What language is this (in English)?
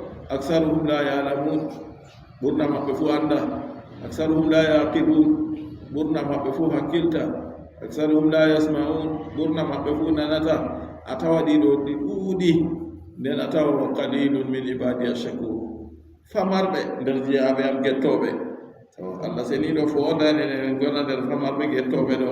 Adamawa Fulfulde